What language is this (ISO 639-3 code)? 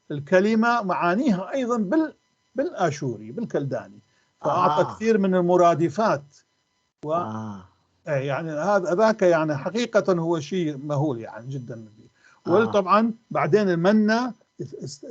apc